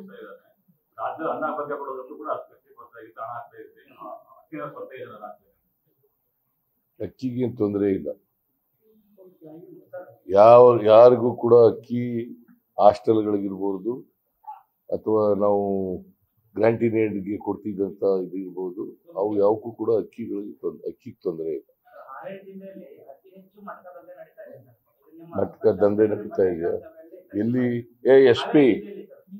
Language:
Kannada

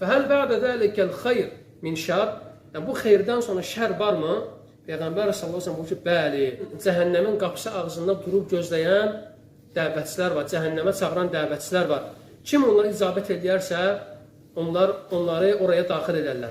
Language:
Azerbaijani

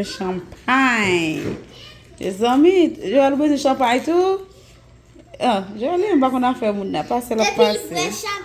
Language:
Haitian Creole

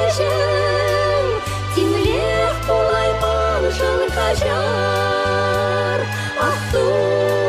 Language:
Chuvash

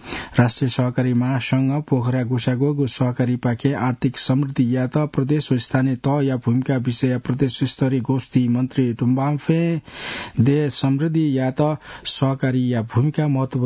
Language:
Newari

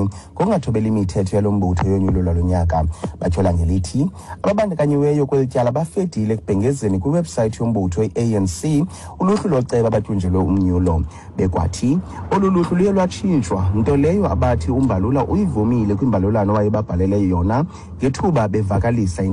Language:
Xhosa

